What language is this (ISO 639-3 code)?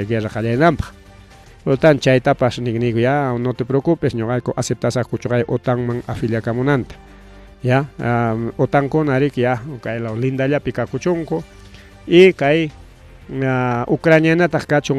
quy